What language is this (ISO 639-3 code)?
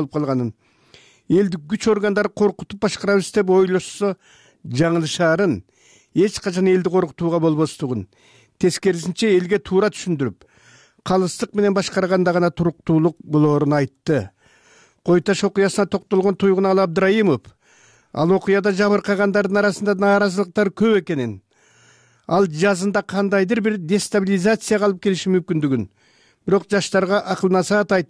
kir